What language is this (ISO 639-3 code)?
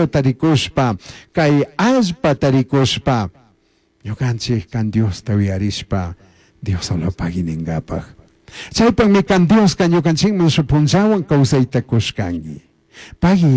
qug